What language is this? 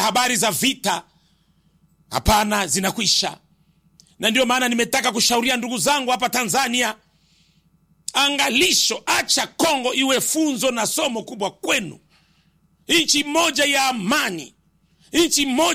Swahili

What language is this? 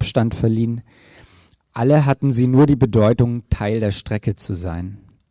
German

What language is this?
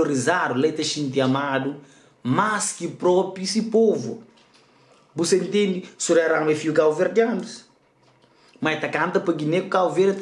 Kabuverdianu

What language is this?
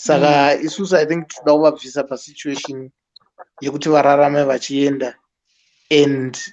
Shona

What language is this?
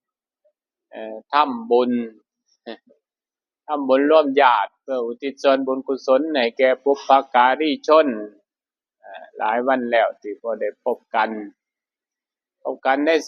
Lao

